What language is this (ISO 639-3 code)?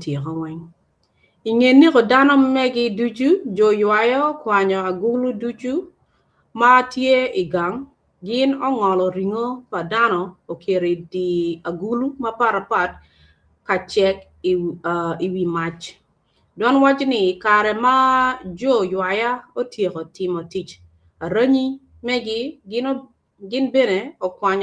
ach